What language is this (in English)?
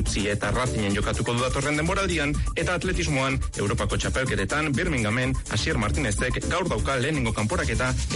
Basque